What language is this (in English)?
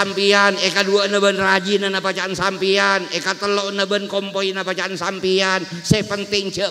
Madurese